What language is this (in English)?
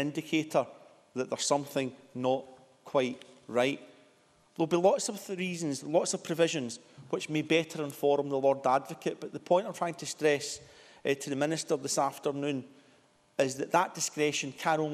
English